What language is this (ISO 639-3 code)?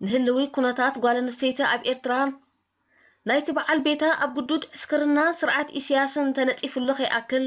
tir